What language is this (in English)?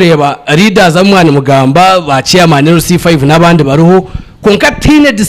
Nyankole